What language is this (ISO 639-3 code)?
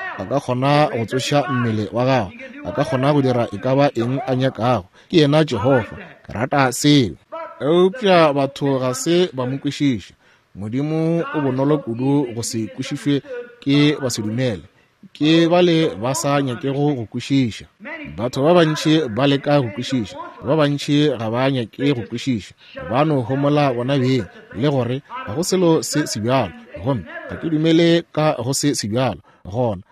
nso